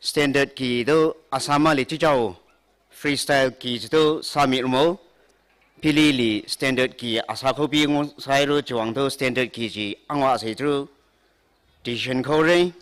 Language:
Tangkhul Naga (India)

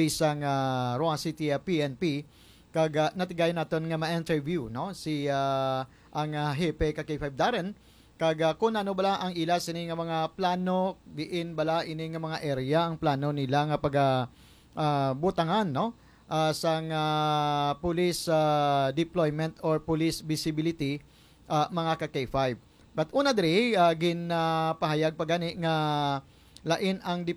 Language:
Hiligaynon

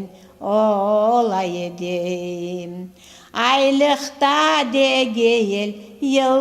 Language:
Crimean Tatar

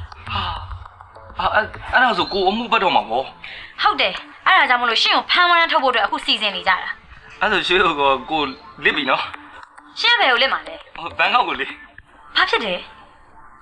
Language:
Burmese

